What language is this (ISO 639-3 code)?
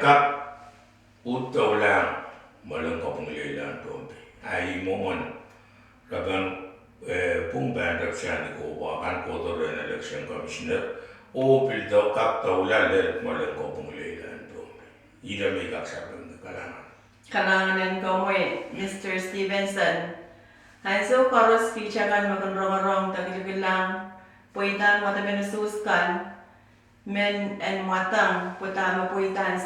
pon